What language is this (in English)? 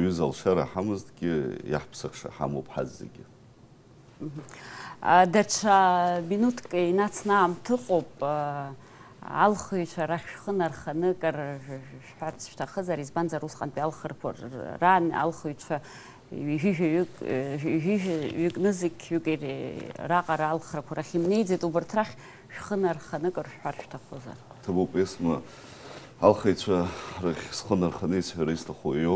Abkhazian